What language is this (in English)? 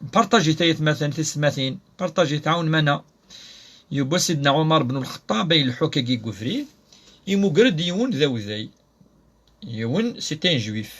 Kabyle